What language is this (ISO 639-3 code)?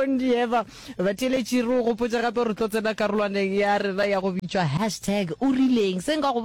nso